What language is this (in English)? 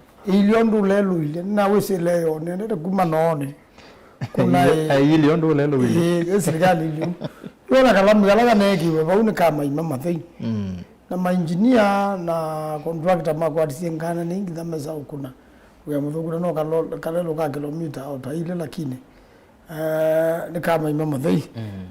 Kamba